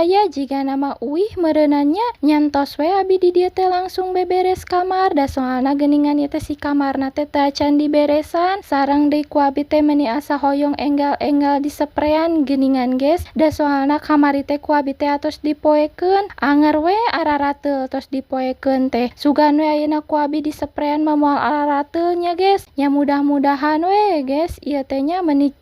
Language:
Sundanese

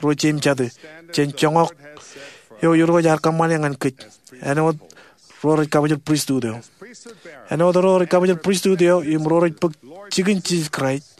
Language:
Marshallese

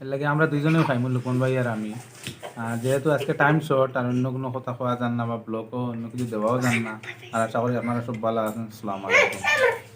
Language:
Sylheti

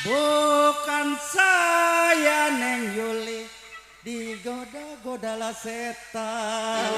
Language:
Betawi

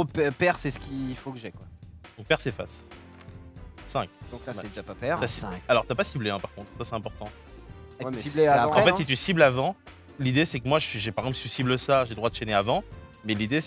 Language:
French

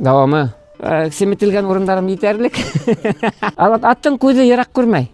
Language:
Bashkir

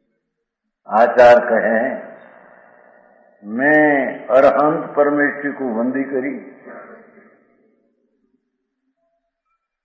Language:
Gujarati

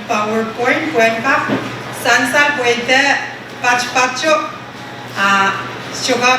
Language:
Pohnpeian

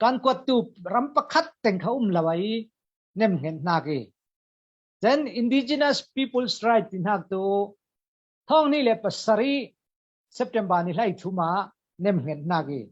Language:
Falam Chin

